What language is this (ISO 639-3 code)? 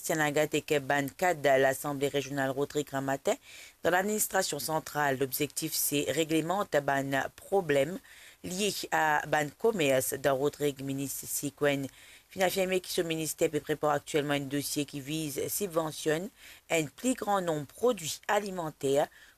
mfe